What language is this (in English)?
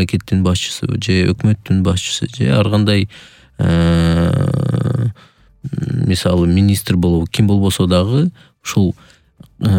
Kyrgyz